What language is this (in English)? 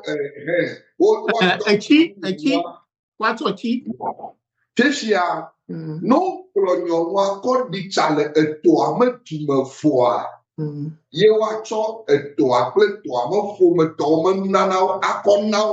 Ewe